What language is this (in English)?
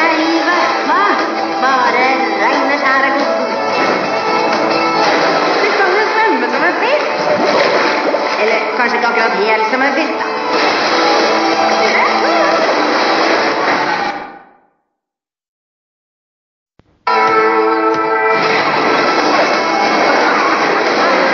Norwegian